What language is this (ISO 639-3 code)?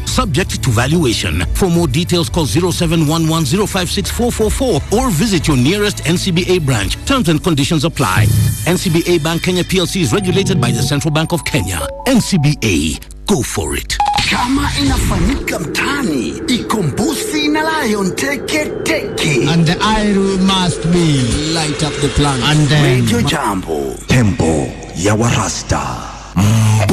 swa